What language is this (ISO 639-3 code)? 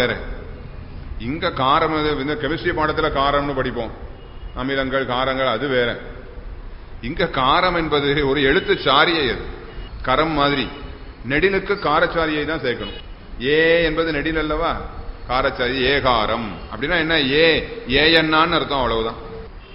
tam